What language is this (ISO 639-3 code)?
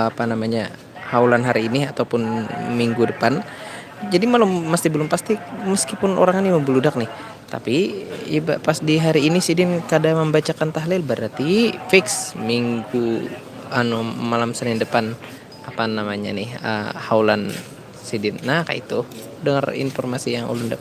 bjn